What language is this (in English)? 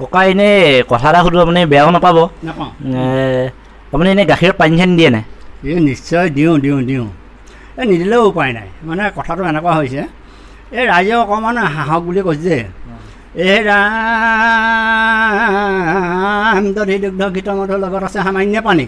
Assamese